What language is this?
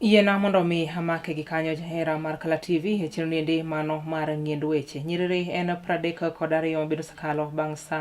Luo (Kenya and Tanzania)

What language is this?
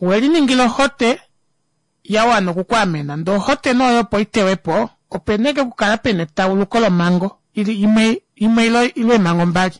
Kuanyama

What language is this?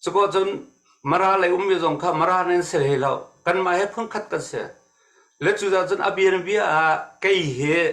Hakha Chin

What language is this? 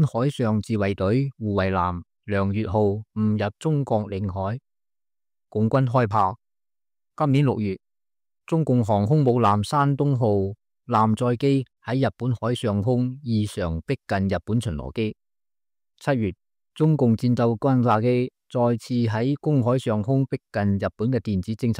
Cantonese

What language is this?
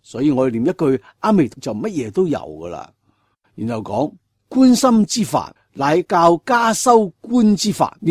Cantonese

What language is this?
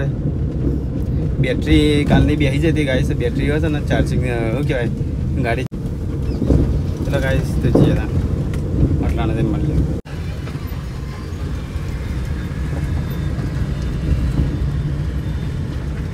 Gujarati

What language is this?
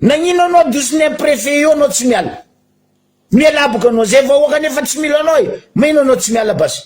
Malagasy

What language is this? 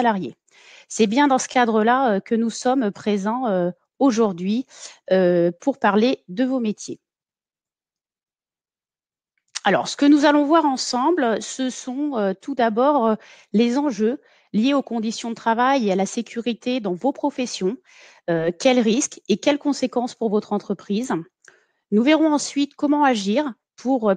French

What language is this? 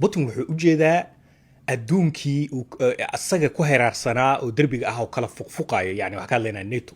Somali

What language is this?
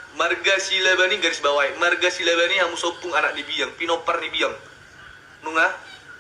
Batak Toba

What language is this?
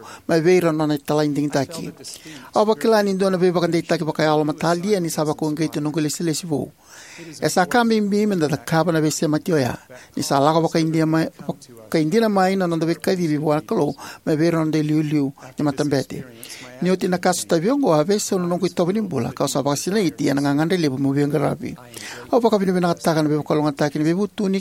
Fijian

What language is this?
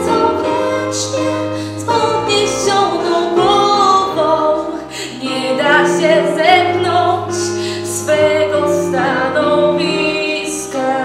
Polish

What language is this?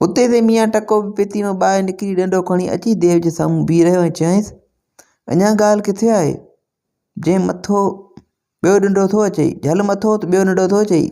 Sindhi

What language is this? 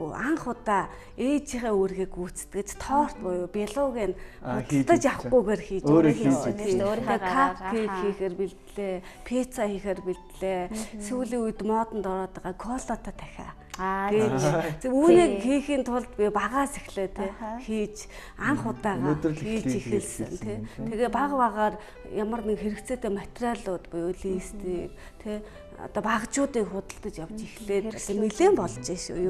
Mongolian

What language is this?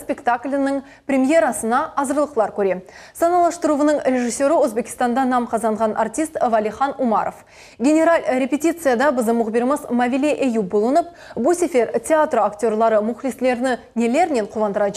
Crimean Tatar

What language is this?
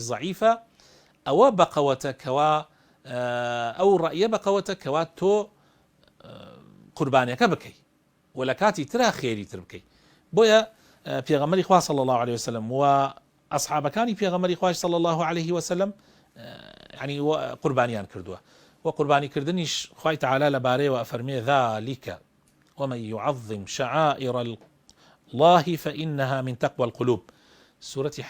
Central Kurdish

